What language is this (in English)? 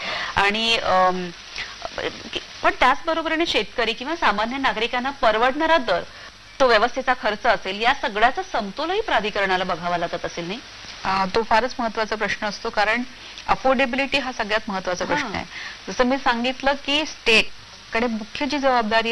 Marathi